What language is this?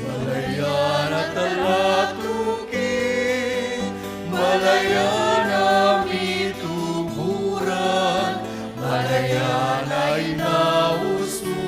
Pampanga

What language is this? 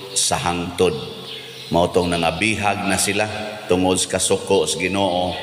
Cebuano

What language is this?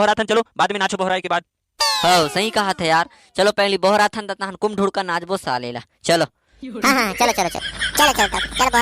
Chhattisgarhi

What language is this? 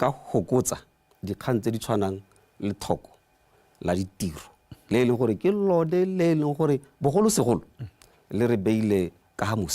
Tswana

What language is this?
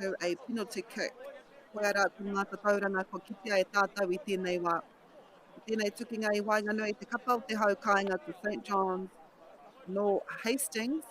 Māori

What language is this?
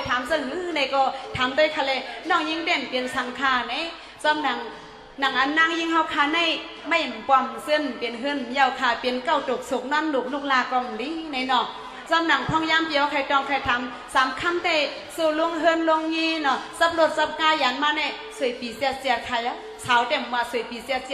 Shan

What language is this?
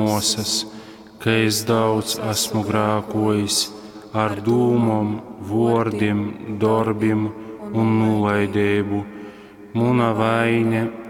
Latgalian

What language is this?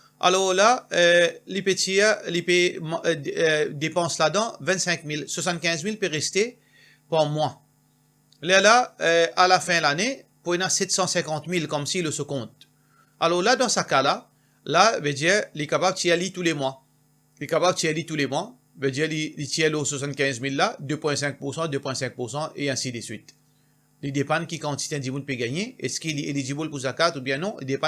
Morisyen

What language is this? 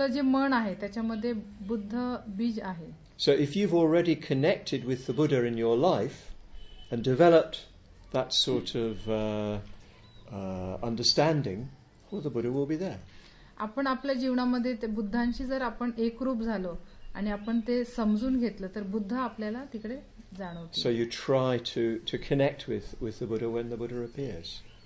Marathi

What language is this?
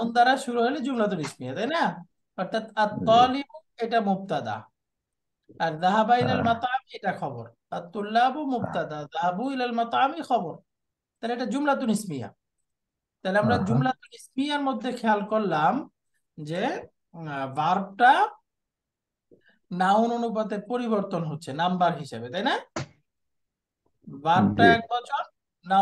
Bangla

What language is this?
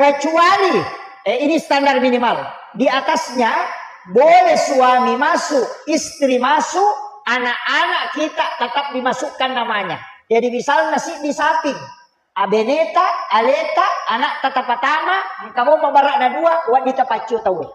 Buginese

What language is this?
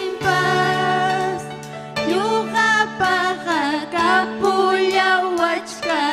Ayacucho Quechua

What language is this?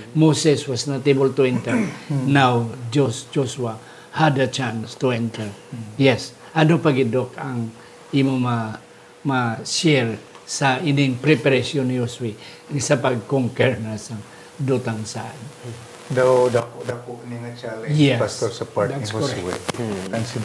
Hiligaynon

